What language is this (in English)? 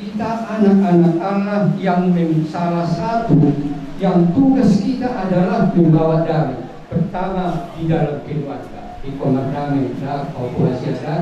Batak Toba